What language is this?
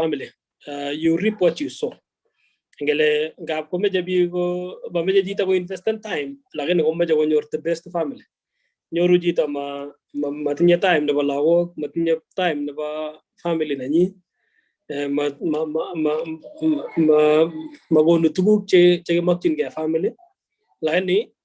Kalenjin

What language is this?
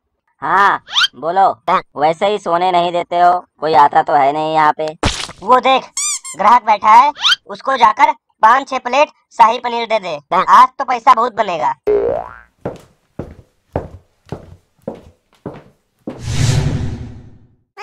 Hindi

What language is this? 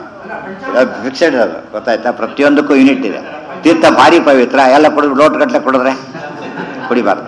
Kannada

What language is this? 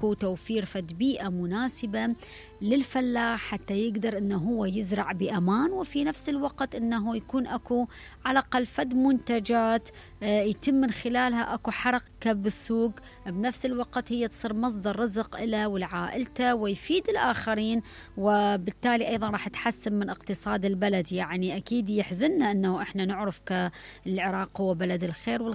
Mesopotamian Arabic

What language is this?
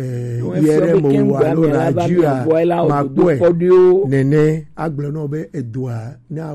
Gen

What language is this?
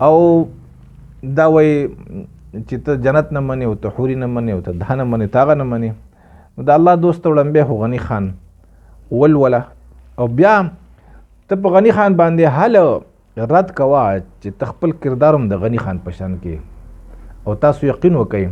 Pashto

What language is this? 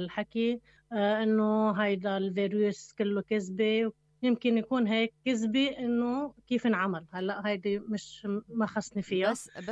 North Levantine Arabic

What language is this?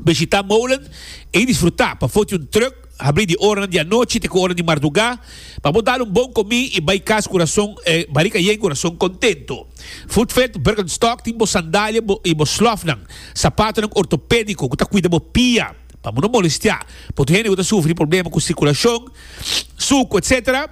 Papiamento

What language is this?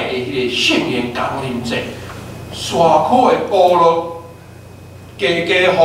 Min Nan Chinese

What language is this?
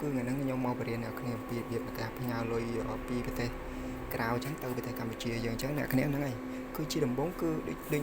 Khmer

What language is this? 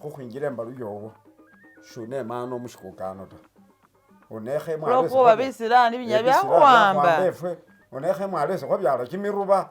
Masaaba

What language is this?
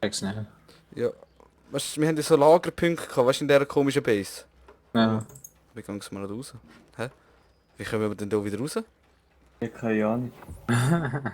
Swiss German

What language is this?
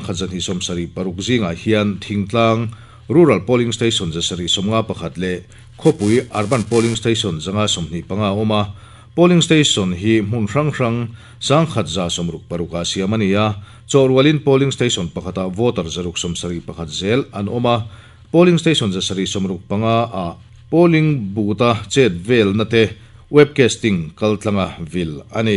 Mizo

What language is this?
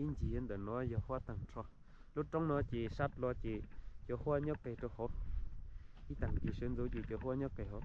Hmong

